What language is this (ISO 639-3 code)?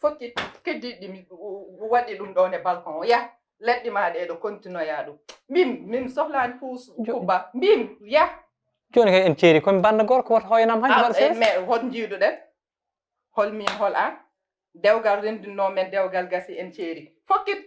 ful